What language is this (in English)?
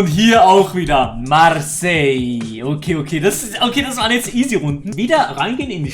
Swiss German